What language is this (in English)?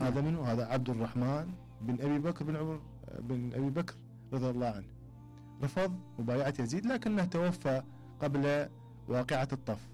Mesopotamian Arabic